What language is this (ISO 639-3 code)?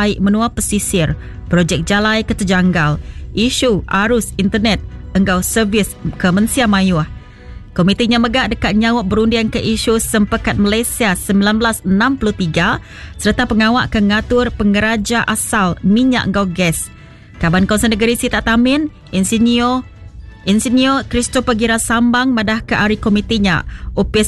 iba